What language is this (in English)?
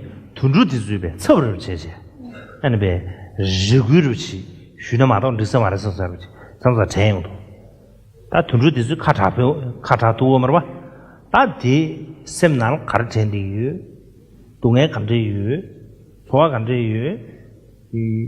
Tibetan